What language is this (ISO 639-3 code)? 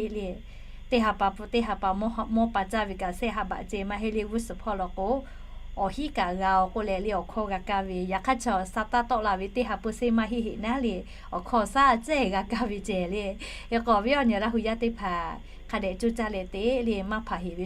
lhu